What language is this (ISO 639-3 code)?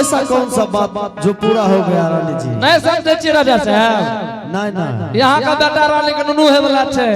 anp